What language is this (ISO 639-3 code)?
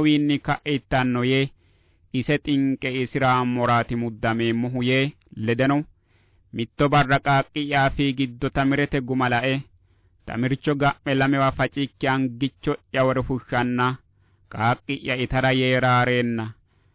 sid